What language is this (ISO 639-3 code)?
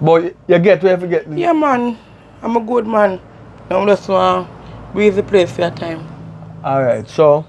jam